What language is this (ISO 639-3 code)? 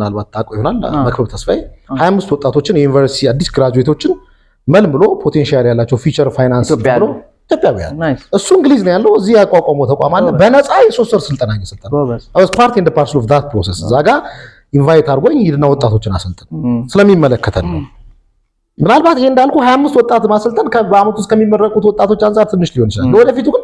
amh